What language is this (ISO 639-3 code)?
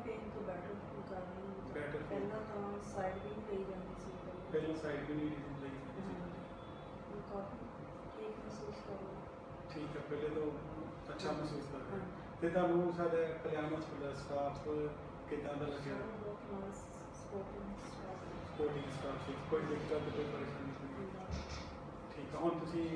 pan